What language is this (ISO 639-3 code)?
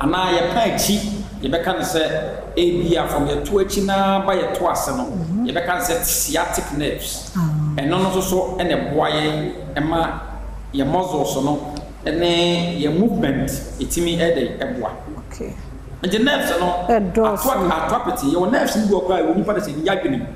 aka